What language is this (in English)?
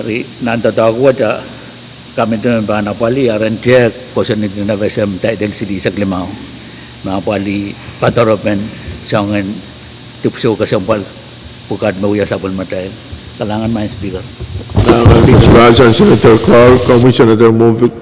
Pohnpeian